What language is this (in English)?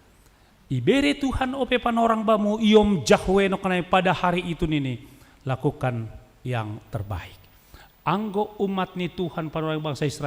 Batak Simalungun